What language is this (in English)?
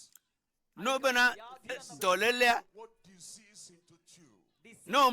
Ewe